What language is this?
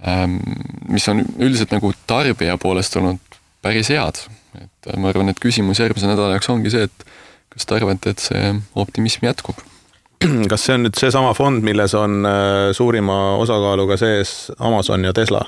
Estonian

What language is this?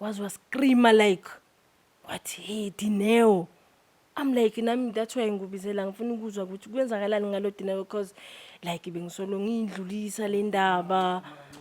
Zulu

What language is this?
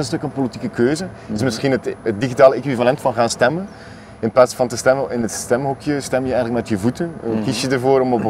Dutch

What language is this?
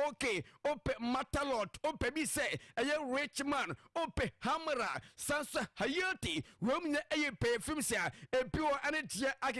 Akan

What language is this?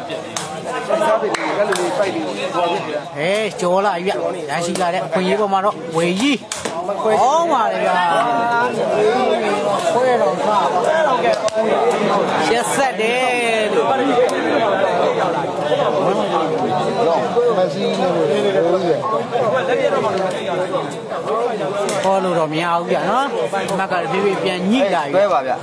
Burmese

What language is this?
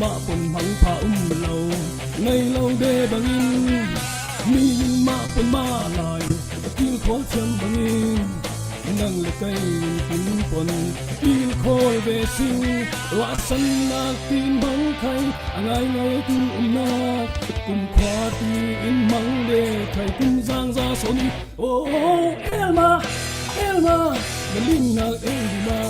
Falam Chin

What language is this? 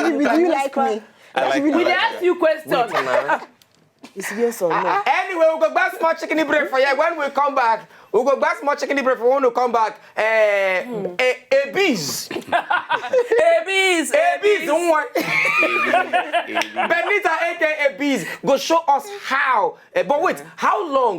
Nigerian Pidgin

